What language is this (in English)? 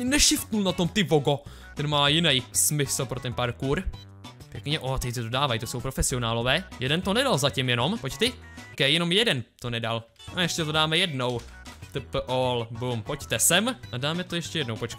Czech